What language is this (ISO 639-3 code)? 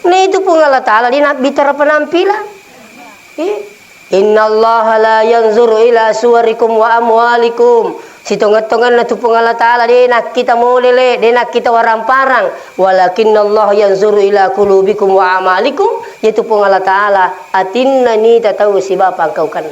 bug